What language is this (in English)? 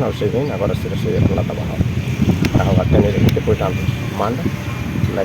Tetum